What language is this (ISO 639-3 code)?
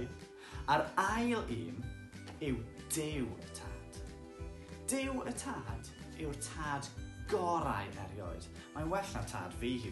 cym